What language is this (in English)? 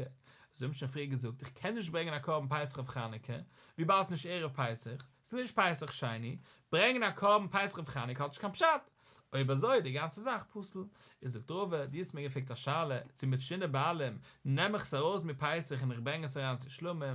Yiddish